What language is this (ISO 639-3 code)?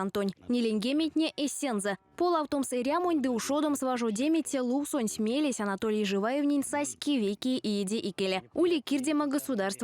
myv